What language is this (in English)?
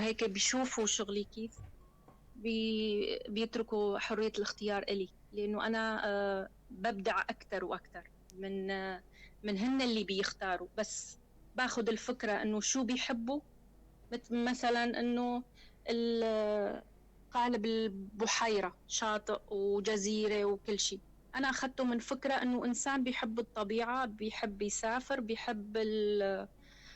North Levantine Arabic